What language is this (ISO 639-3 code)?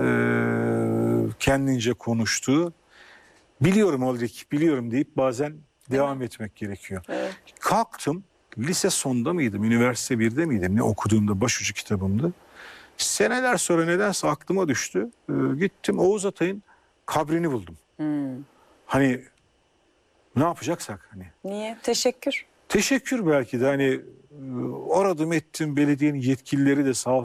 tur